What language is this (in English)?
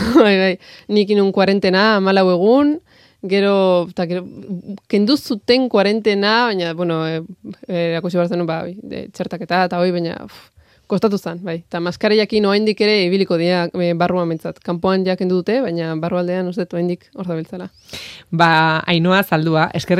Basque